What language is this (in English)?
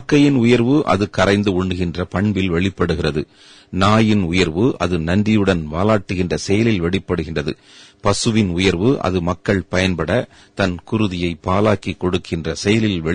Tamil